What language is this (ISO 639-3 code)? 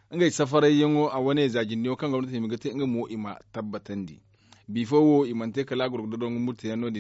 dje